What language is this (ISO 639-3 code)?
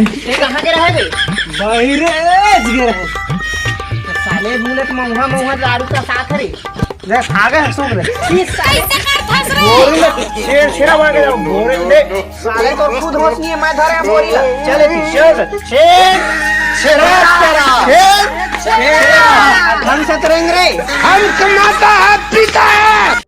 hne